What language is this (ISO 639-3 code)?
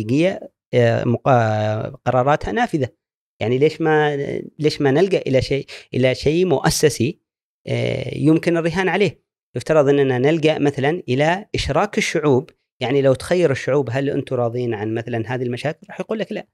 afb